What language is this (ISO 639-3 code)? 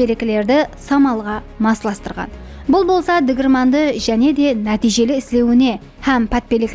kaa